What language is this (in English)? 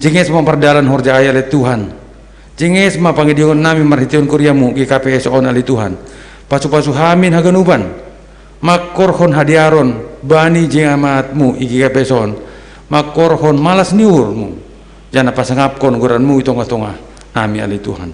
Batak Simalungun